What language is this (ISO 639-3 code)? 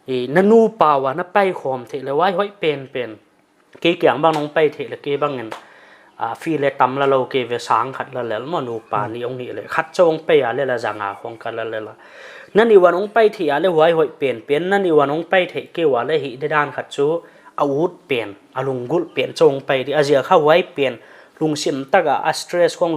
pck